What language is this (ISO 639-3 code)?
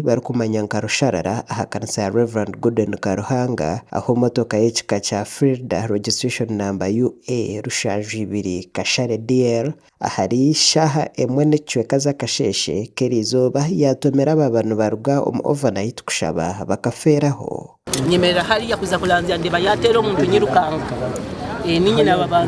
nyn